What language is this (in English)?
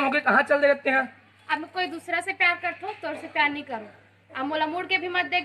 Chhattisgarhi